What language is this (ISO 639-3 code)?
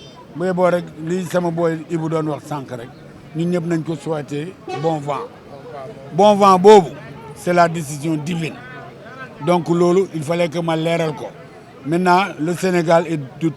wol